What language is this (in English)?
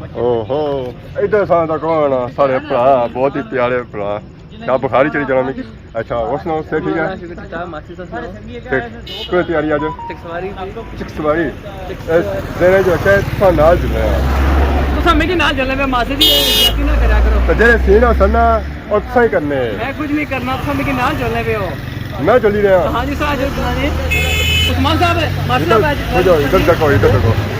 Pahari-Potwari